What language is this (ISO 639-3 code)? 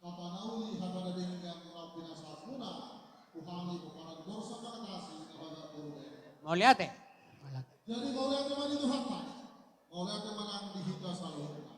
bbc